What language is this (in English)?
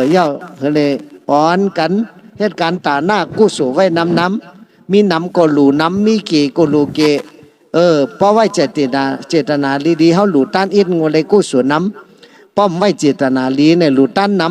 Shan